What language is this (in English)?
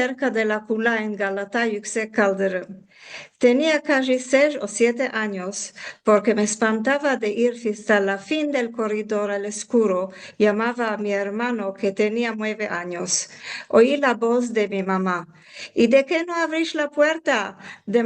Ladino